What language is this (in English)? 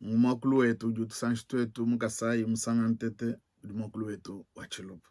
Luba-Lulua